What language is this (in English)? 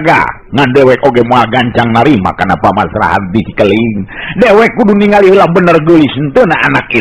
Sundanese